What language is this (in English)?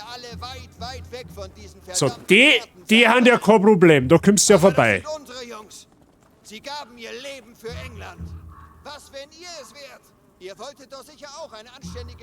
Bavarian